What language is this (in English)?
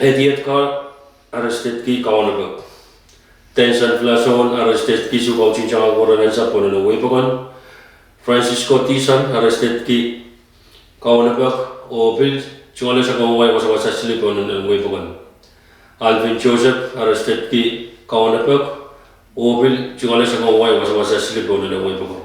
Pohnpeian